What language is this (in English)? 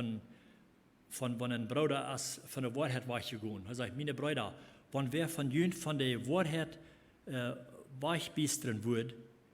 Plautdietsch